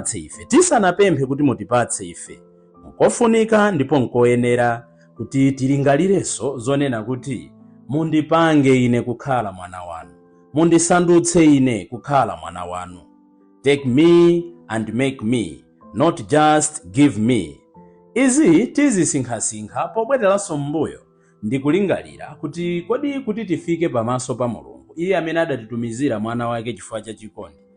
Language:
Nyanja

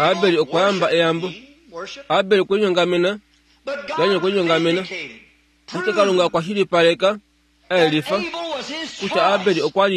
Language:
Kuanyama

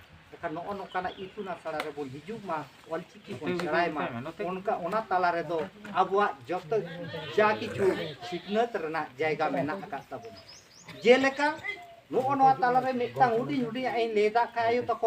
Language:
Santali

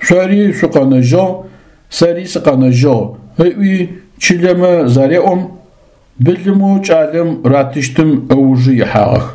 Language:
Adyghe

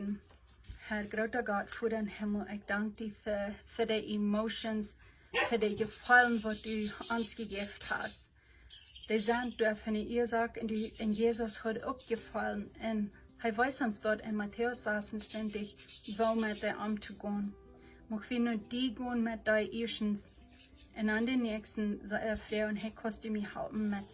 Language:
Plautdietsch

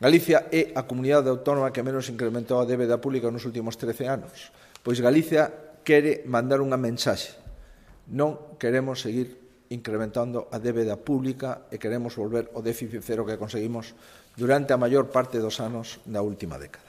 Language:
Galician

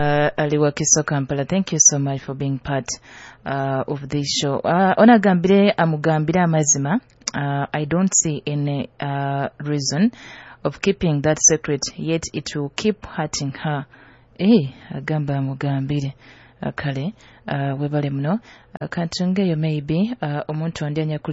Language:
Nyoro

